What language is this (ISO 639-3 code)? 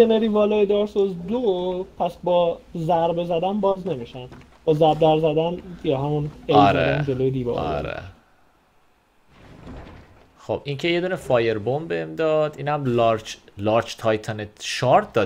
fas